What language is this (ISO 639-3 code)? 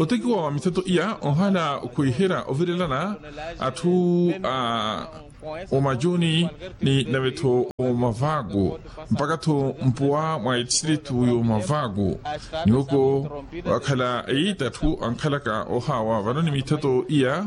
vmw